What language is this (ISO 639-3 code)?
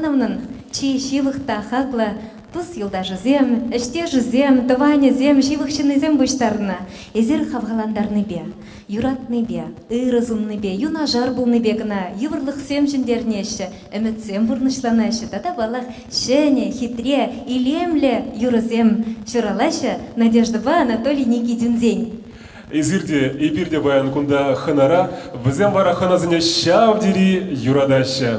chv